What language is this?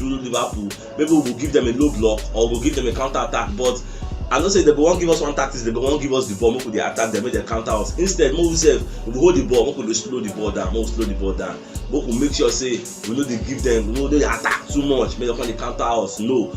Nigerian Pidgin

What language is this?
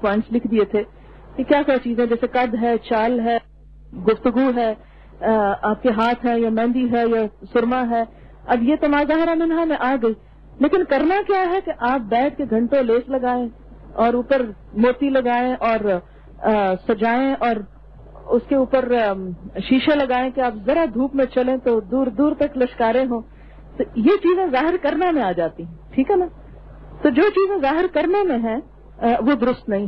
Urdu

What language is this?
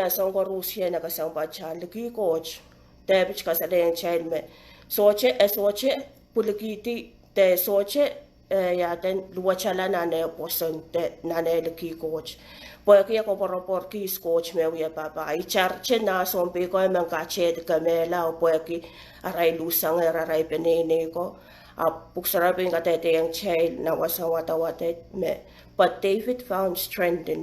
Pohnpeian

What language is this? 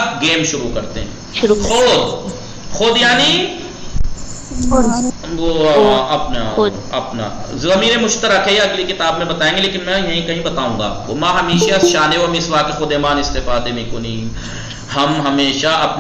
Urdu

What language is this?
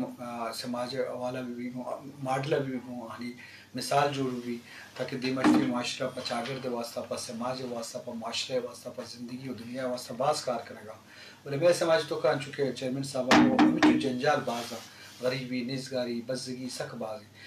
Eastern Balochi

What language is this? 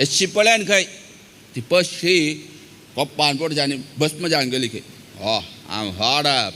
Konkani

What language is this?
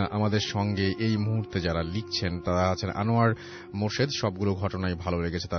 Bangla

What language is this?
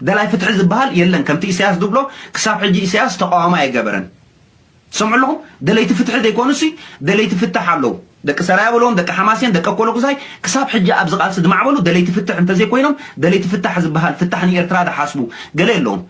Tigrinya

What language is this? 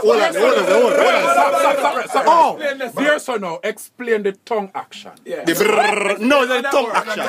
Jamaican Creole English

